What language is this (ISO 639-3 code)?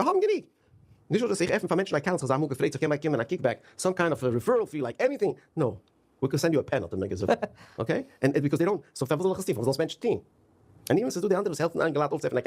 yid